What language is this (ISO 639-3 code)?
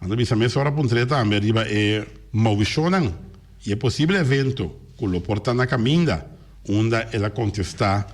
pap